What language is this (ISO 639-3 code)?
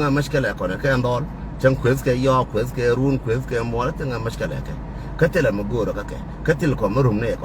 nus